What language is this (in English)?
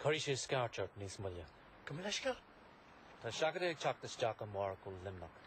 Irish